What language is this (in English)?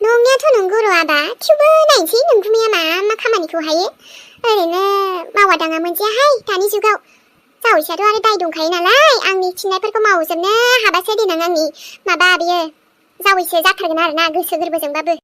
Bodo